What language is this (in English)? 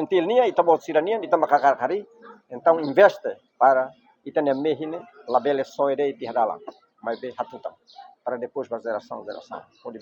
Tetum